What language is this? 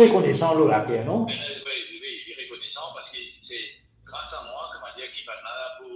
Morisyen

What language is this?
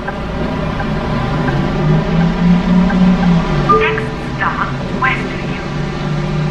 English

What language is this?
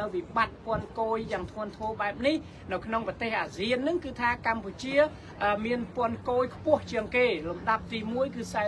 Khmer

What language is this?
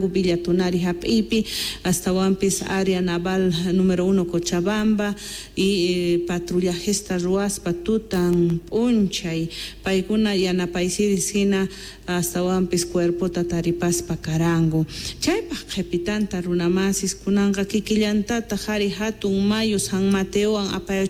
South Bolivian Quechua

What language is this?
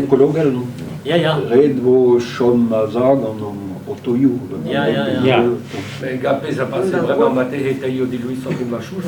Breton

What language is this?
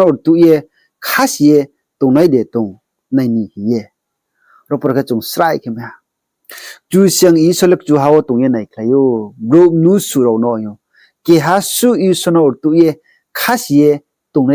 Riang (India)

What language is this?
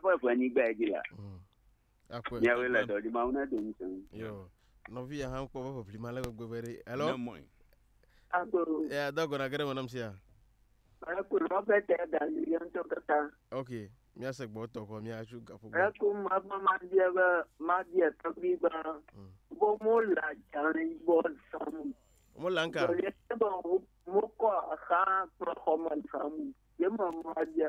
Ewe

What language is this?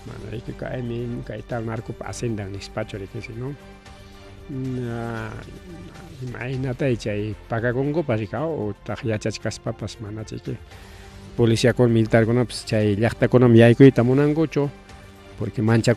Ayacucho Quechua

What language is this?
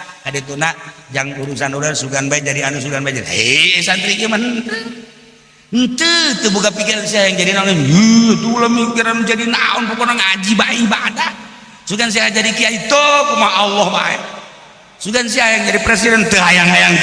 Sundanese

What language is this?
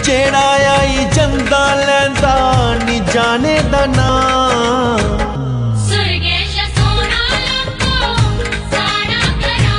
Dogri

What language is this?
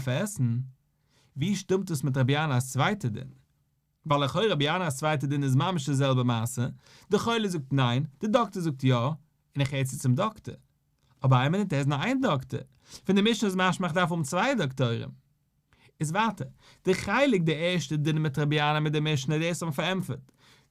Yiddish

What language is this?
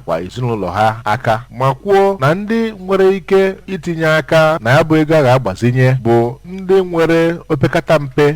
Igbo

